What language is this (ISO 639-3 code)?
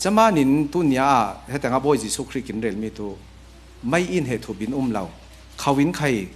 cfm